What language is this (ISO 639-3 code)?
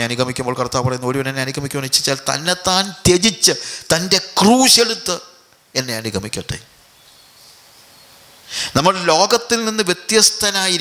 mal